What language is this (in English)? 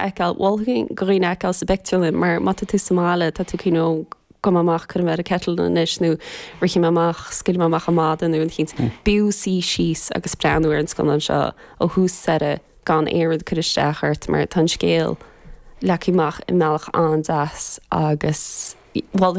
Irish